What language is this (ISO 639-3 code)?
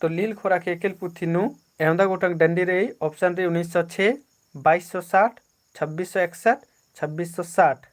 kru